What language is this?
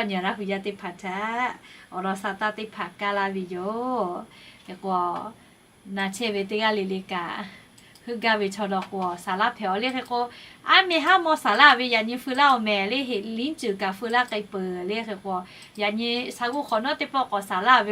Lahu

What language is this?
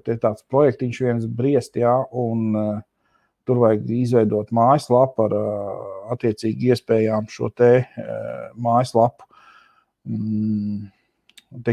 Latvian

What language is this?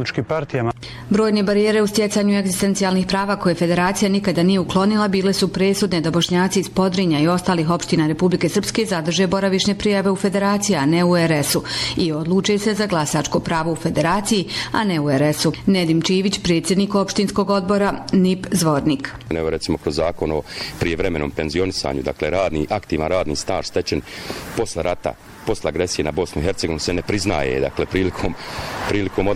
Bosnian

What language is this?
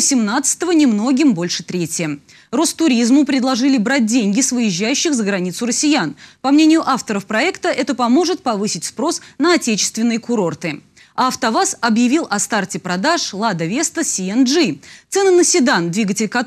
Russian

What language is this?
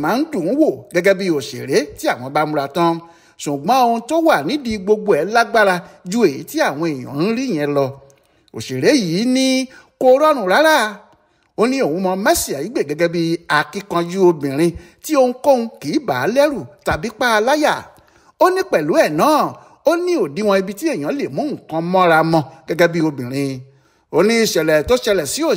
Yoruba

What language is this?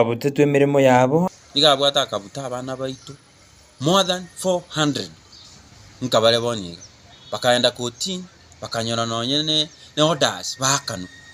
Gusii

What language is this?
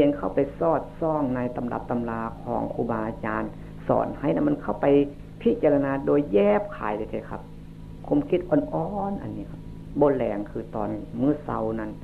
Northeastern Thai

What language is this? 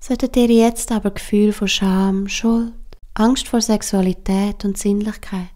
Swiss German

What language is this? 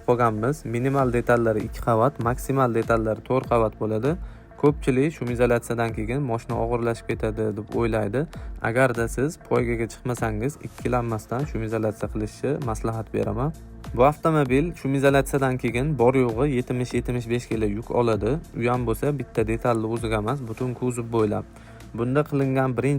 Uzbek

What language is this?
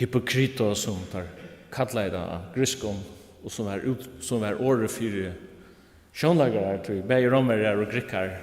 Faroese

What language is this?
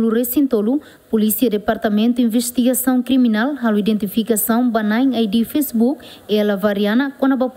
Tetum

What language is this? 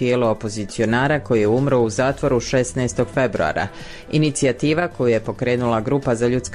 Bosnian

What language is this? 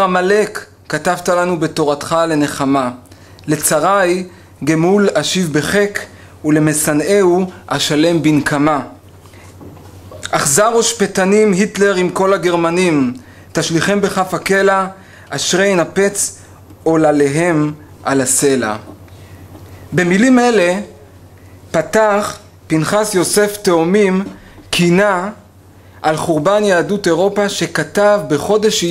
Hebrew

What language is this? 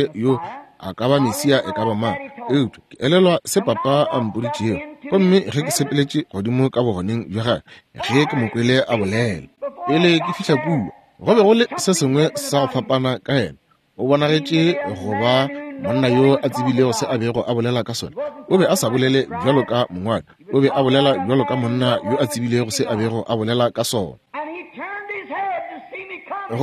Northern Sotho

